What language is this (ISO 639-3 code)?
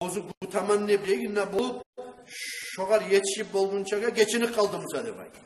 kum